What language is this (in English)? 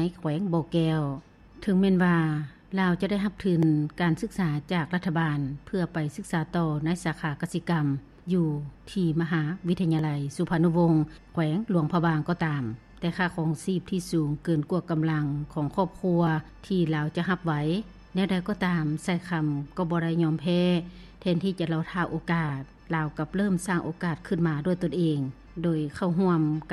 Lao